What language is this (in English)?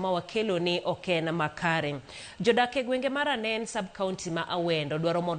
Luo (Kenya and Tanzania)